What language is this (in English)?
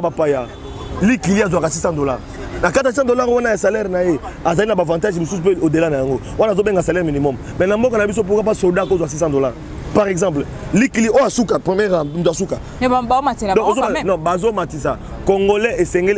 Lingala